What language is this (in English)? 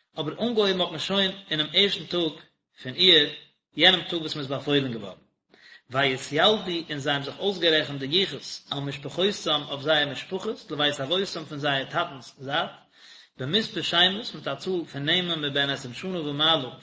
Yiddish